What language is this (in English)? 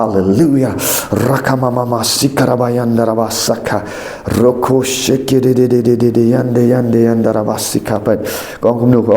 Khasi